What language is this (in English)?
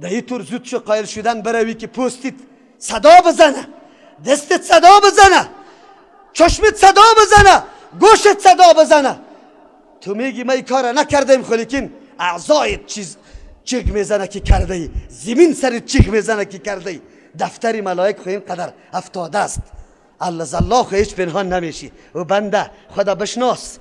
Persian